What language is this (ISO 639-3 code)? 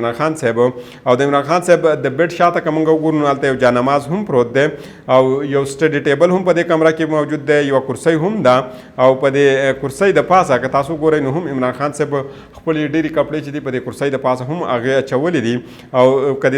pus